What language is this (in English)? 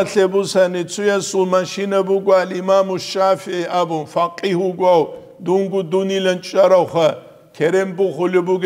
Avaric